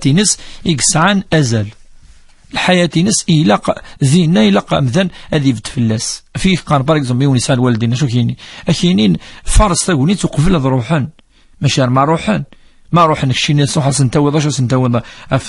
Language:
Kabyle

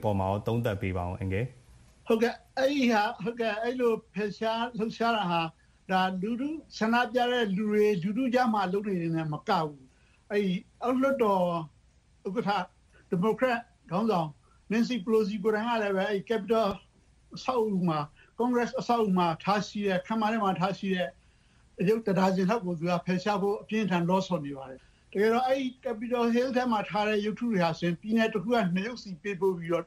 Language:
Burmese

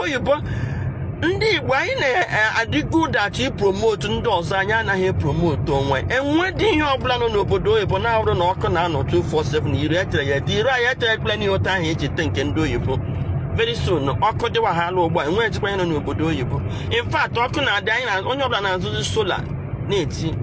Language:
Igbo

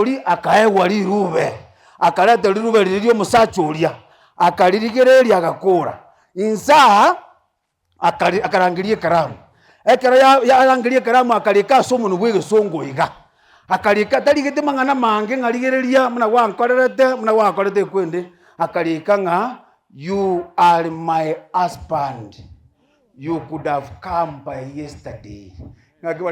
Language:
Gusii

